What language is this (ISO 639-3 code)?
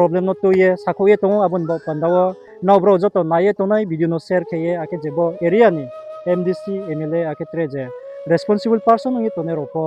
ria